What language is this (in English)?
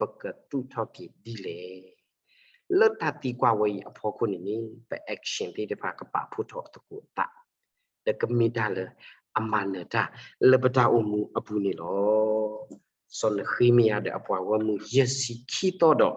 S'gaw Karen